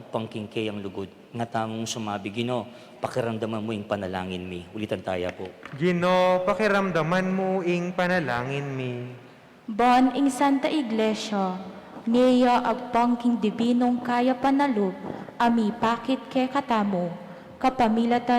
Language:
Pampanga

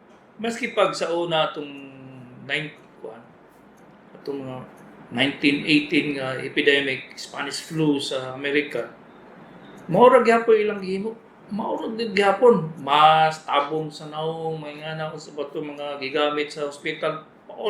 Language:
Cebuano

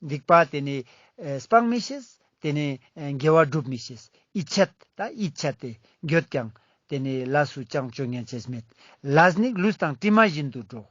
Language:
Ladakhi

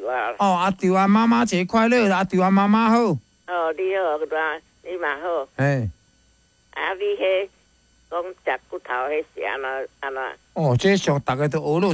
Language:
Min Nan Chinese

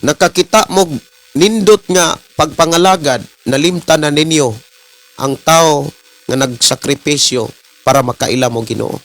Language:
Cebuano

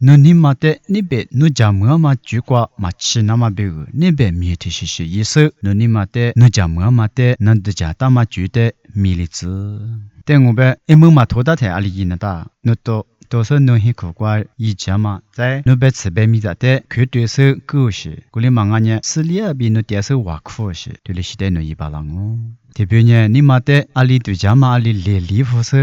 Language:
Lisu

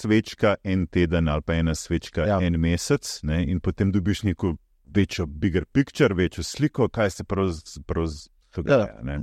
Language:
Slovenian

